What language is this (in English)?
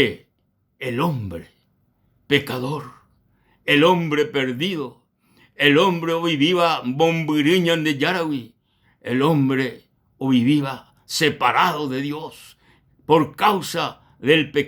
Guarani